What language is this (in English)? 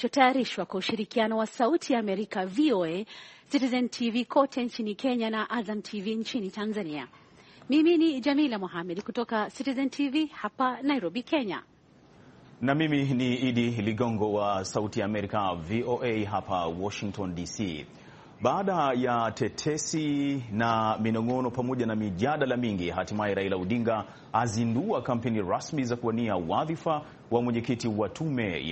Swahili